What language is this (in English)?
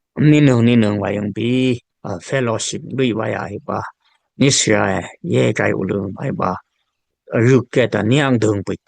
Dimasa